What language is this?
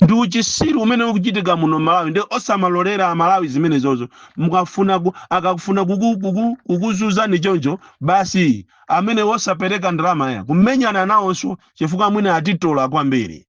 Nyanja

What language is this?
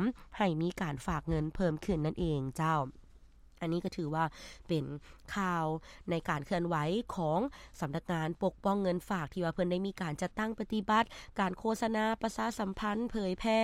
Lao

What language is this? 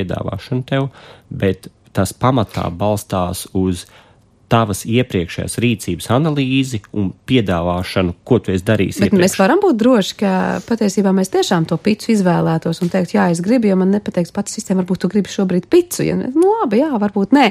Latvian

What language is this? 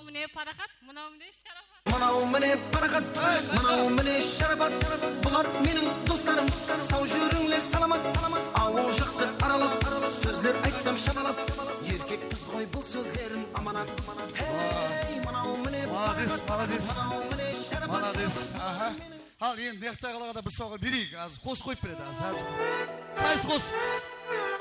Kara-Kalpak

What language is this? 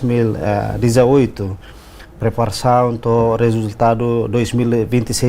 Tetum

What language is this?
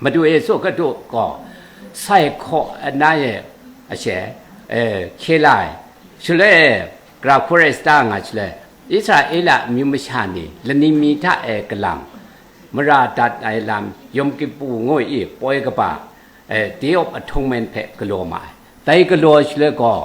Kachin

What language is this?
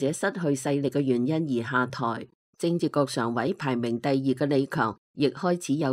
Cantonese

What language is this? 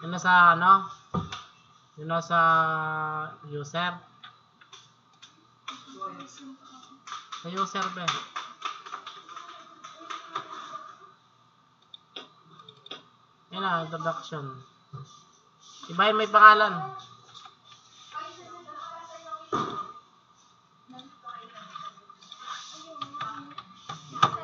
Filipino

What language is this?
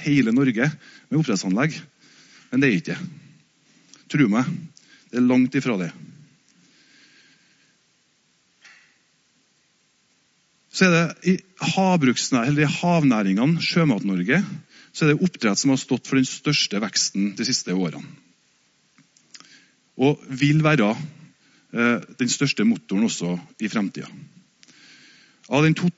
Norwegian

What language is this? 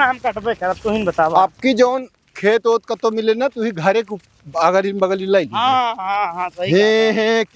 Awadhi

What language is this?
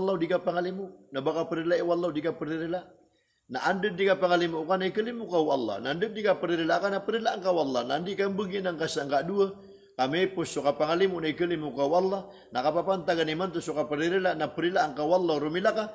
Maranao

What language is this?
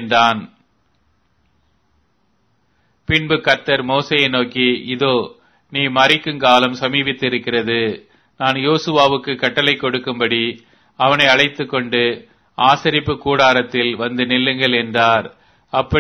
Tamil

